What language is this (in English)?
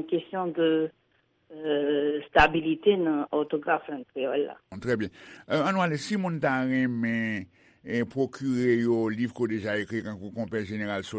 Haitian Creole